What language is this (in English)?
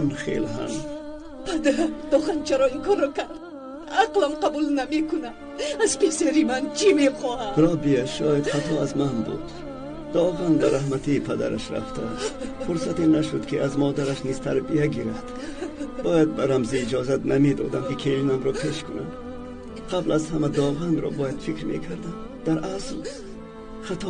Tajik